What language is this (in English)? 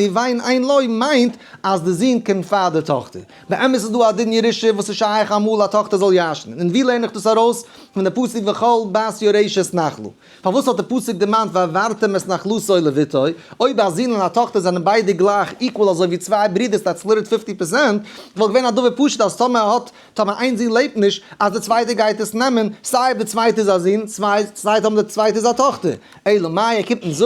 Yiddish